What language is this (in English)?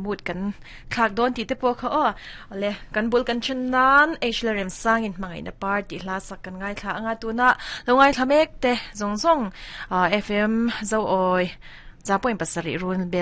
Mizo